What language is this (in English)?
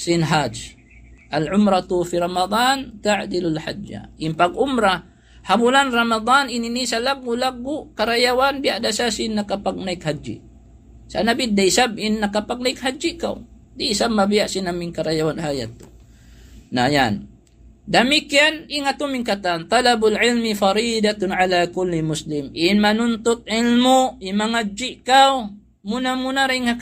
Tausug